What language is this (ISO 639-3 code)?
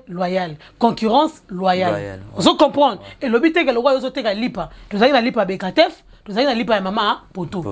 lin